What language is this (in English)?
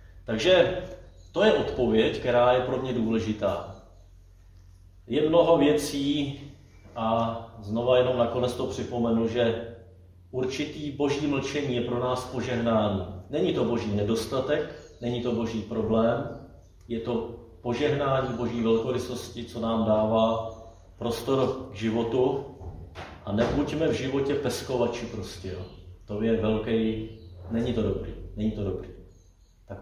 Czech